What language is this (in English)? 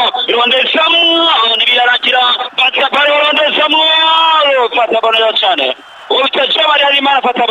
Rundi